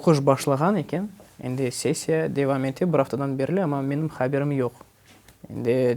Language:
Crimean Tatar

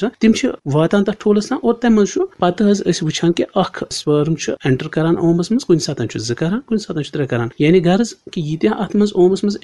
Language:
Kashmiri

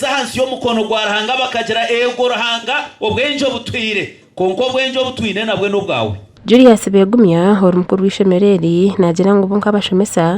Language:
Nyankole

